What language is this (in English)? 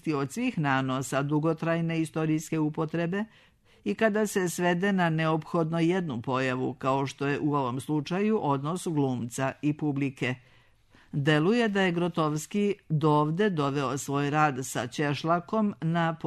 Serbian